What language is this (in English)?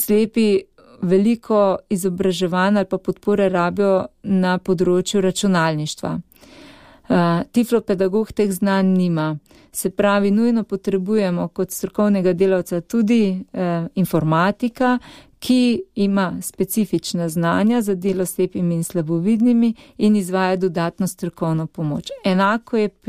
Slovenian